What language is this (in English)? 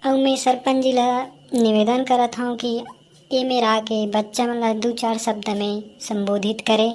Chhattisgarhi